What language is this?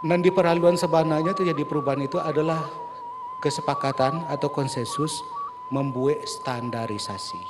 Minangkabau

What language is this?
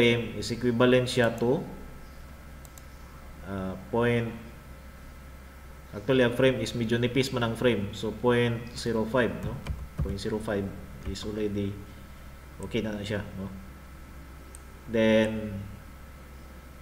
Cebuano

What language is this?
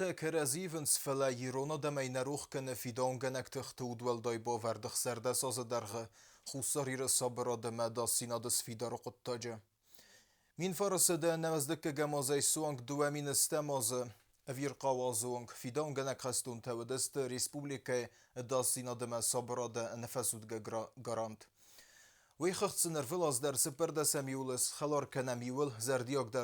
Ossetic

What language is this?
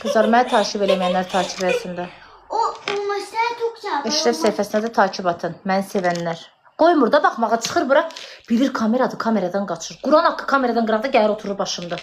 Azerbaijani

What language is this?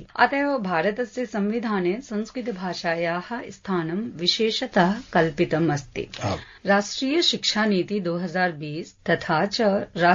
Sanskrit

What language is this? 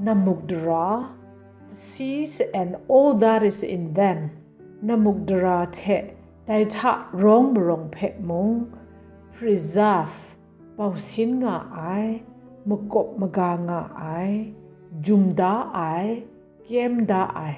Kachin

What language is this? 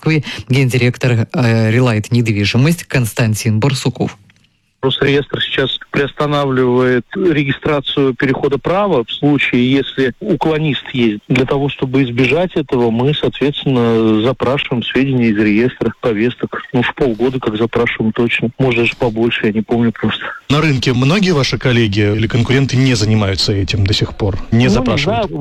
Russian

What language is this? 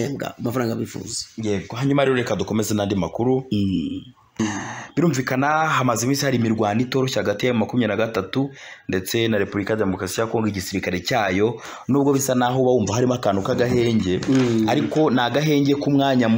Kinyarwanda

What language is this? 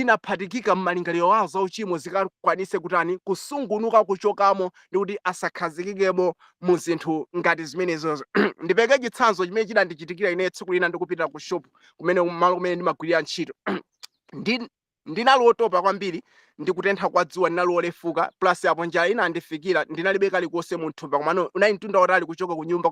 Nyanja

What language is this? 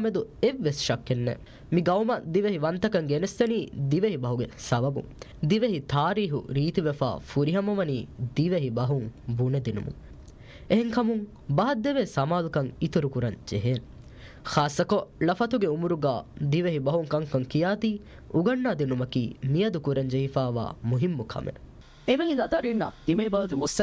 Divehi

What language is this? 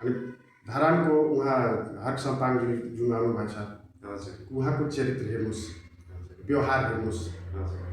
Nepali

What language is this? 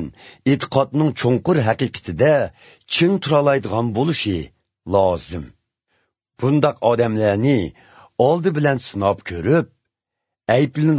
Uyghur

